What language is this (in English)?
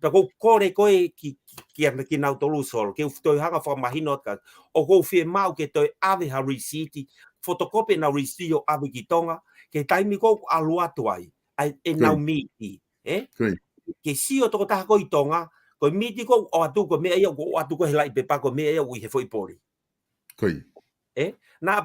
Tongan